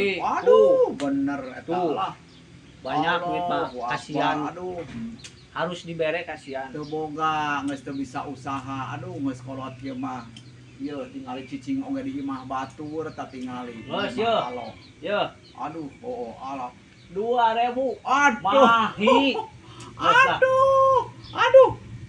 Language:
Sundanese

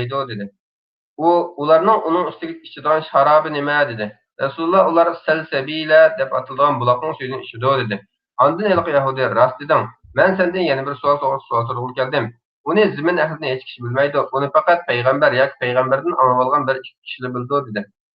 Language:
Uyghur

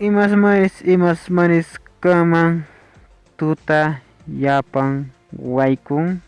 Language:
Quechua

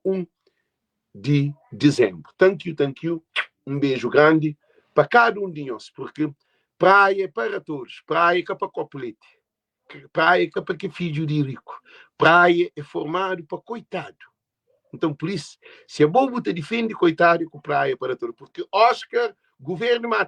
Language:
Kabuverdianu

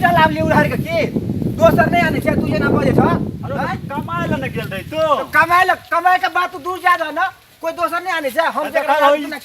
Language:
Maithili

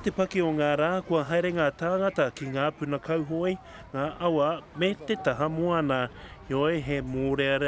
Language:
Māori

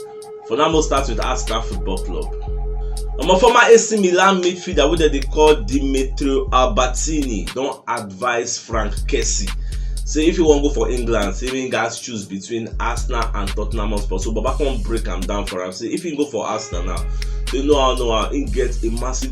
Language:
Nigerian Pidgin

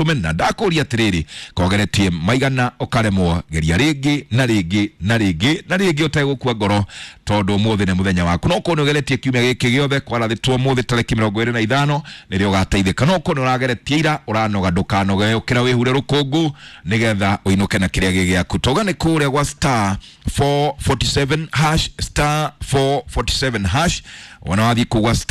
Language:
Kikuyu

